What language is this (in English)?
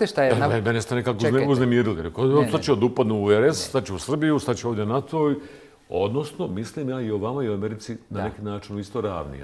Bosnian